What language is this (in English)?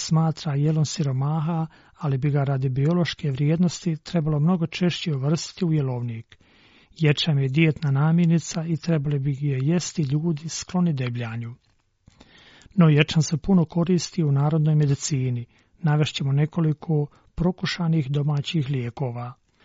Croatian